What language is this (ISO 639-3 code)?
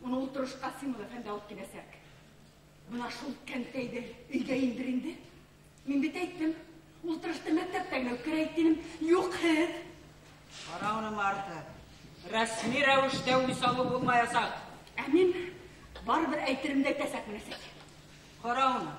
bak